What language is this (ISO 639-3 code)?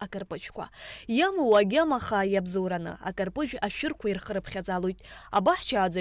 abk